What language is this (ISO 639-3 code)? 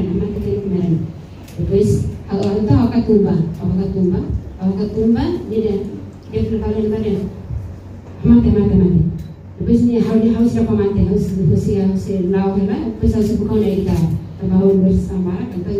tet